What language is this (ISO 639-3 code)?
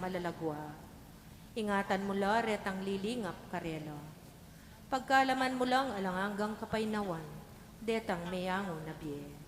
pam